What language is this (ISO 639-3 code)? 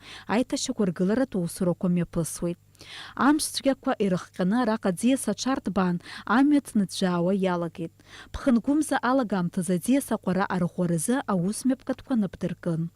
abk